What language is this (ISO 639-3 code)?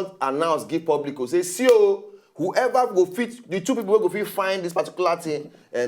pcm